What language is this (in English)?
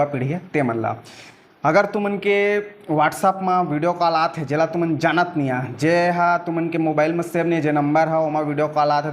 Chhattisgarhi